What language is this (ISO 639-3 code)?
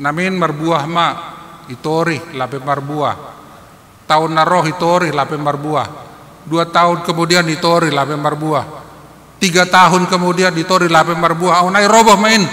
bts